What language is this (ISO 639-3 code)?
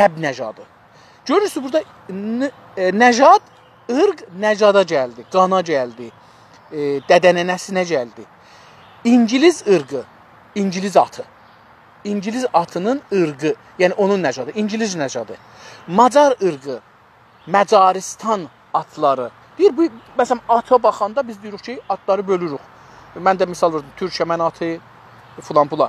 azb